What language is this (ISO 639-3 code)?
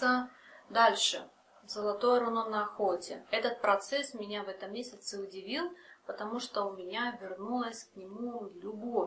rus